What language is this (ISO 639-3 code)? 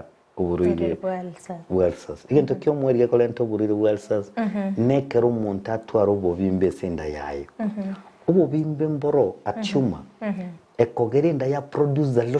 guz